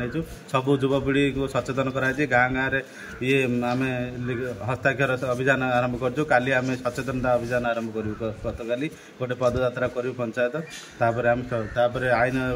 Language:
Odia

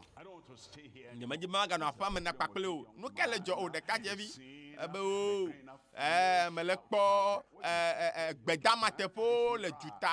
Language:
Ewe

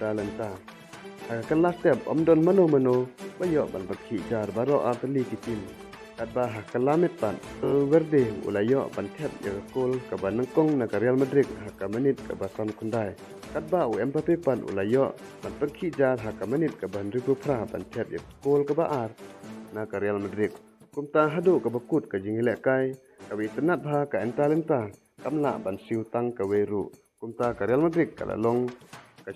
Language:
Khasi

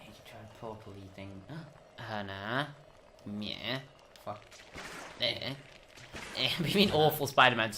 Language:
Welsh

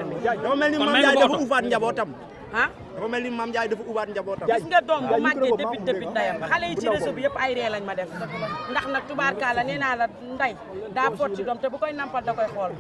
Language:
Wolof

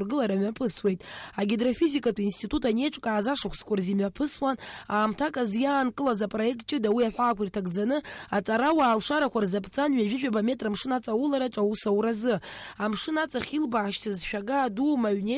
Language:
Abkhazian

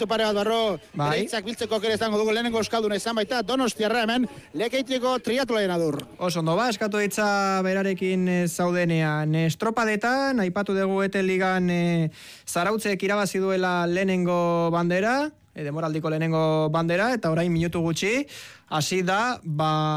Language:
Basque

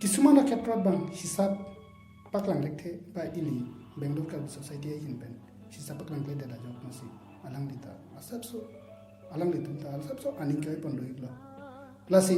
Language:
Karbi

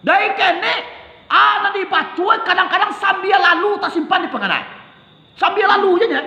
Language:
Minangkabau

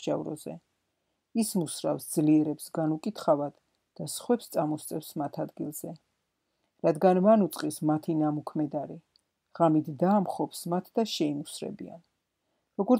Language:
Georgian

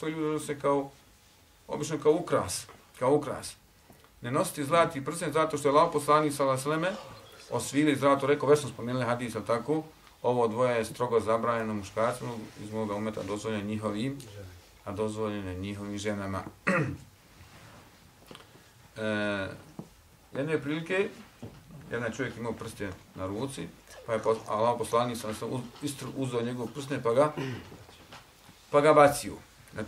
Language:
Bosnian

